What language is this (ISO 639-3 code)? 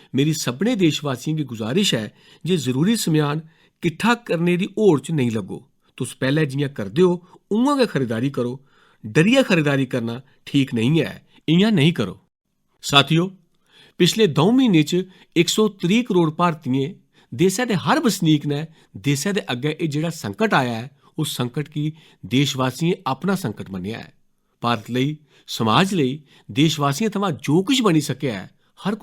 doi